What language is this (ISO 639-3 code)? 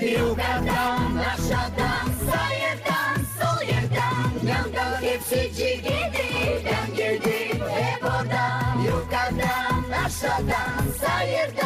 gag